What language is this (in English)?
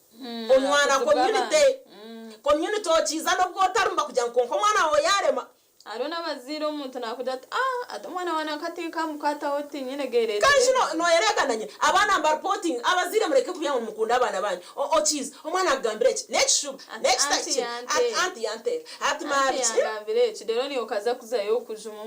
Nyankole